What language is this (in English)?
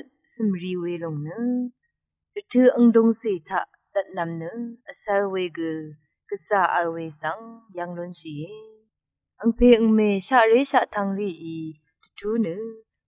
Rawang